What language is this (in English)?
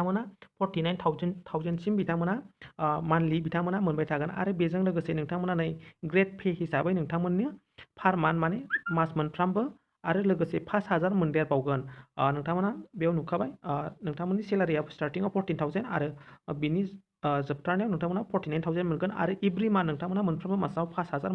Bodo